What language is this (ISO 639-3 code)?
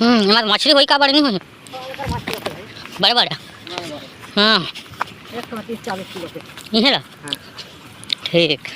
hne